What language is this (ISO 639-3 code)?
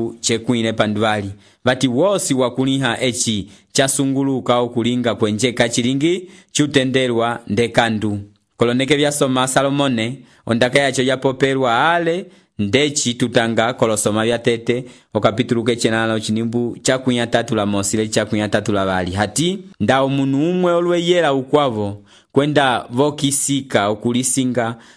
umb